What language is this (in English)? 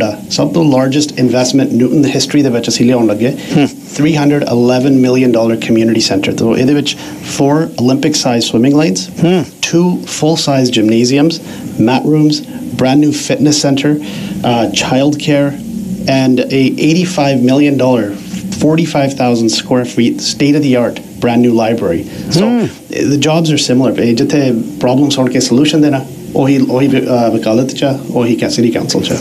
Punjabi